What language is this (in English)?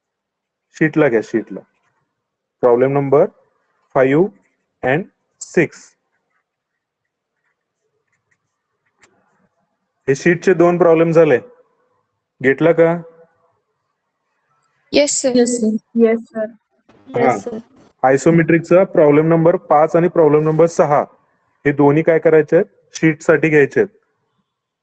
Marathi